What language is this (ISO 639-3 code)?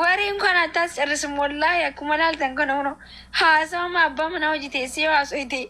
orm